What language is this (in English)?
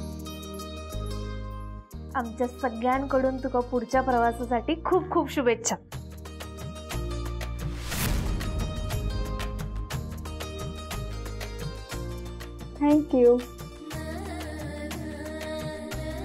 Marathi